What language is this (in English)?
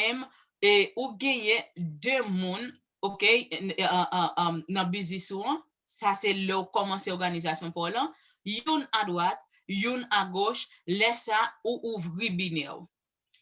Haitian Creole